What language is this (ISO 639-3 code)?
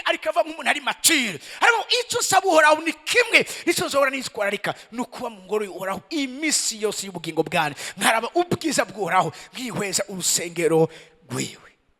run